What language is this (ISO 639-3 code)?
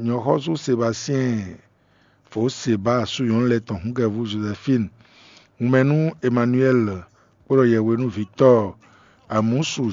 fon